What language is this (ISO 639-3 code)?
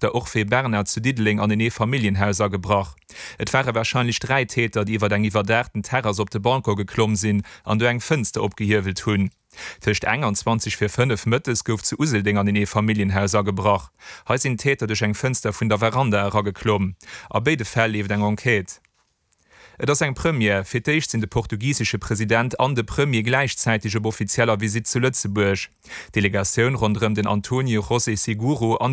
ltz